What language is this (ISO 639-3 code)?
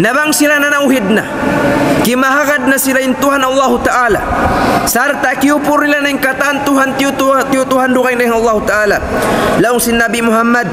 tsg